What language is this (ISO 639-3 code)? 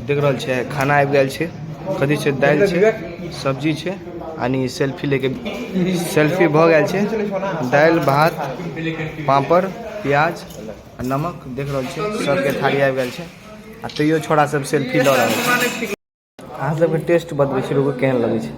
mai